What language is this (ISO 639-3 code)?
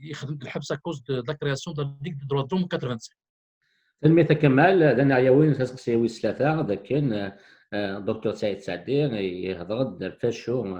kab